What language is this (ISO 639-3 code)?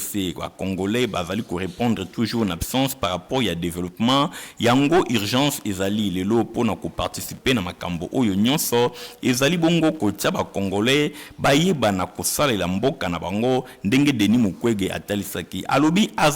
lin